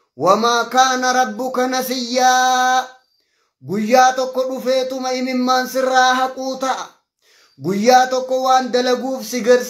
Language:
Oromo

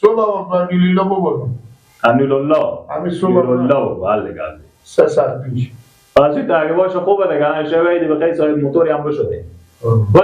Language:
Persian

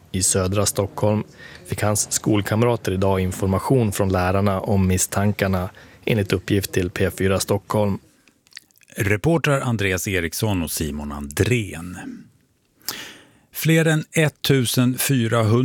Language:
Swedish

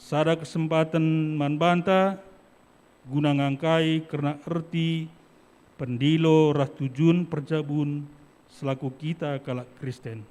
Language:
Batak Karo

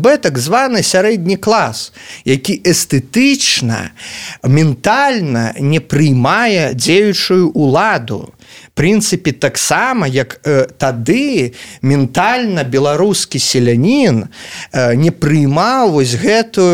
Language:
Belarusian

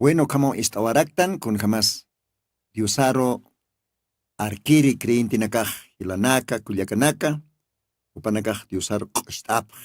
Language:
Aymara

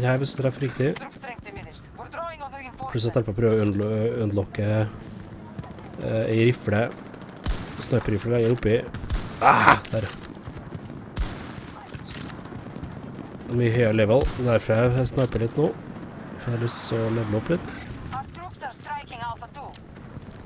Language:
Norwegian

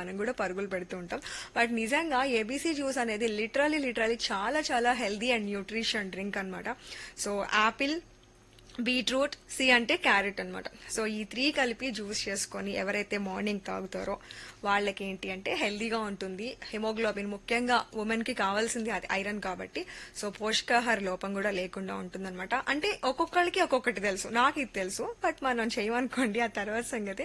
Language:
Telugu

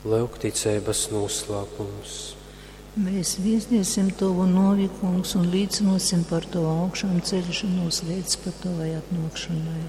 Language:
Latgalian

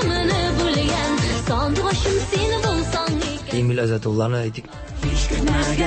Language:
Tatar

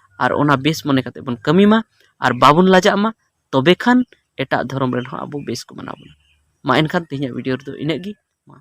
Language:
Santali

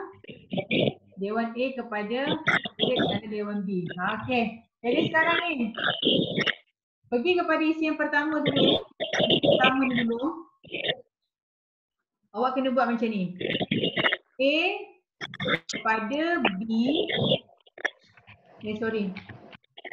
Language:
Malay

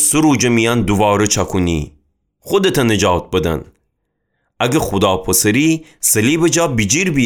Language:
Gilaki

